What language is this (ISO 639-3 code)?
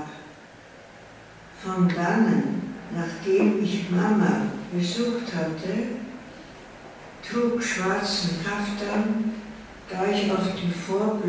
deu